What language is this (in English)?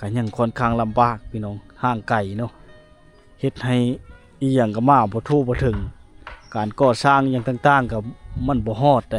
Lao